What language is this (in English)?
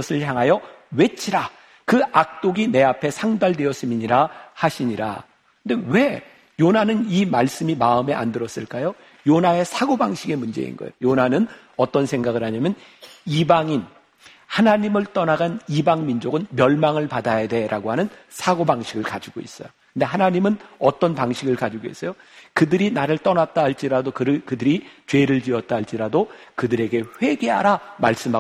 Korean